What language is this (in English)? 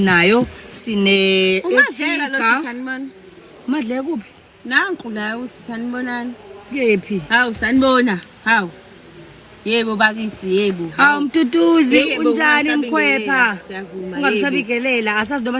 Zulu